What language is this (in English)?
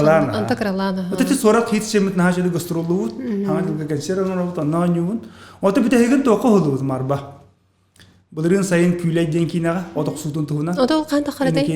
Yakut